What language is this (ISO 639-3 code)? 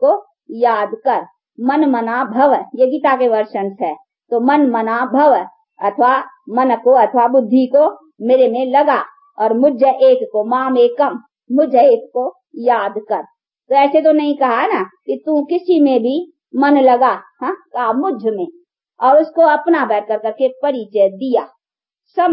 hin